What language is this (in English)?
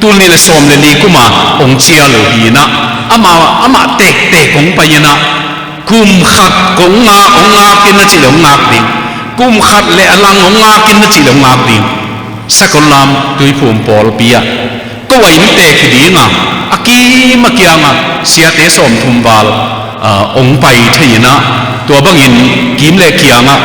Tedim Chin